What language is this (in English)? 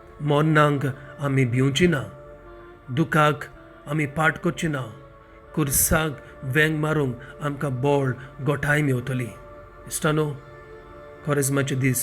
Konkani